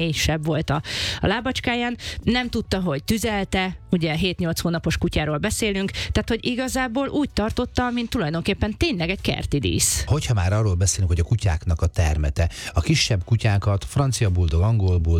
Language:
Hungarian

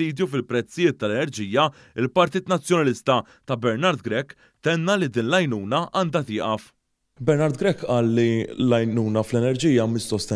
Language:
Maltese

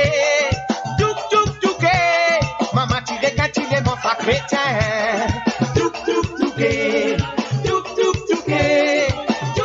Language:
Morisyen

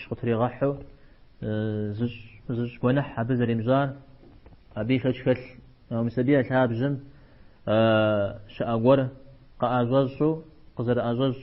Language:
Kabardian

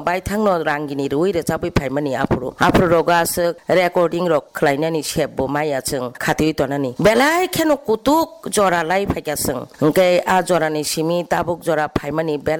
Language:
Kok Borok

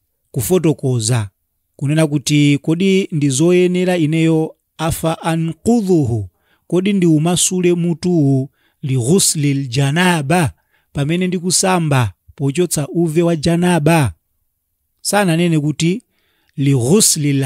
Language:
Nyanja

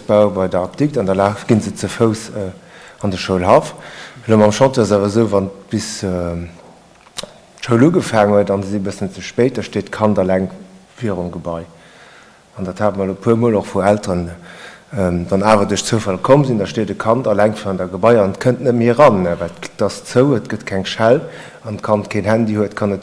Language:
Luxembourgish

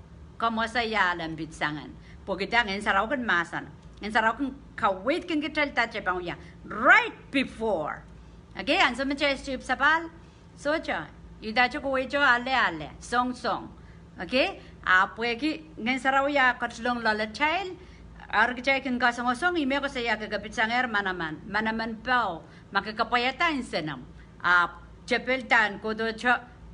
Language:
Pohnpeian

